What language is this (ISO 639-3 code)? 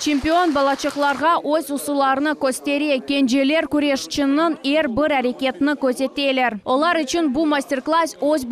crh